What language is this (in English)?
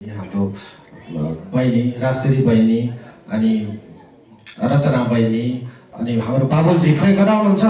Nepali